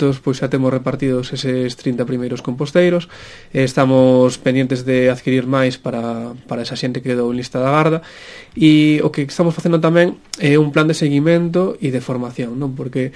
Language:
Galician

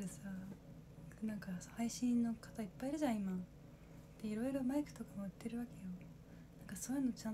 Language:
Japanese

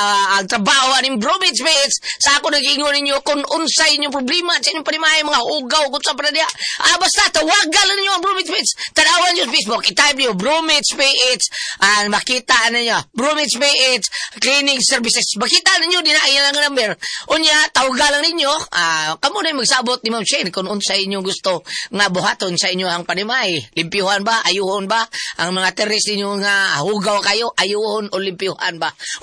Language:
Cebuano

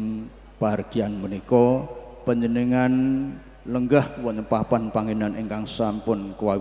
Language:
Javanese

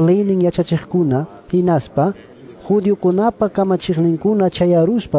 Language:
Quechua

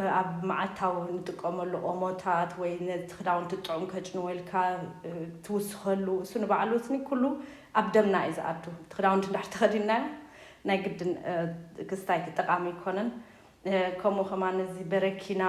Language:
Tigrinya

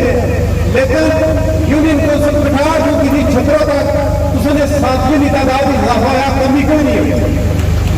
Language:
Pahari-Potwari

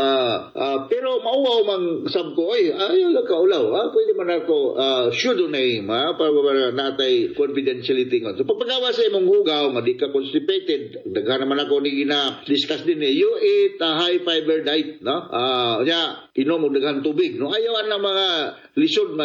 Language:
Cebuano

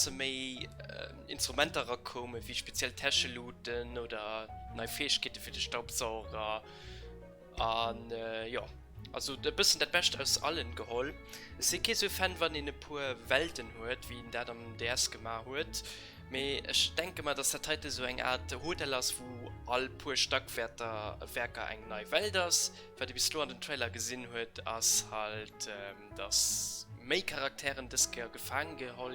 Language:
Luxembourgish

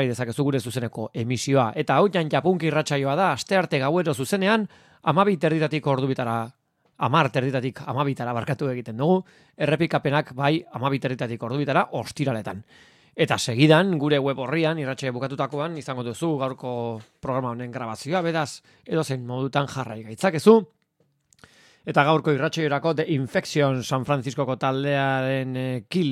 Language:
Basque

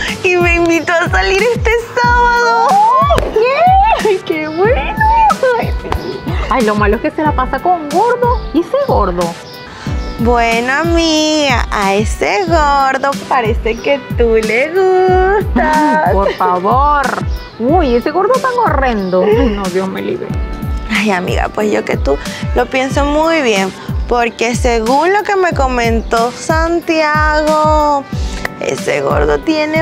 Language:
Spanish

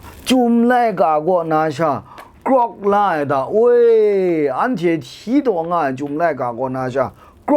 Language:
Kachin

